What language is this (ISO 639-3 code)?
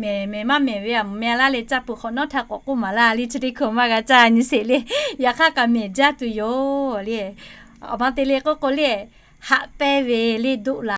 lhu